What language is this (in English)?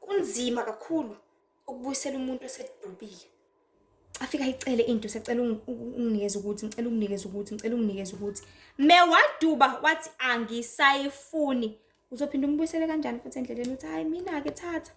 Zulu